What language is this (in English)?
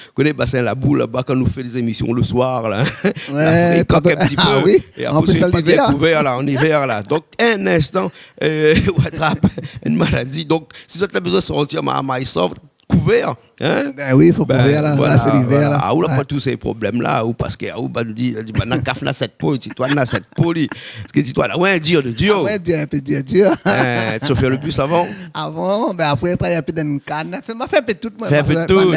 Réunion Creole French